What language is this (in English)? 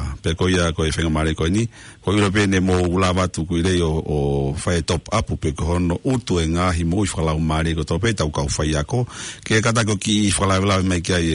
Tongan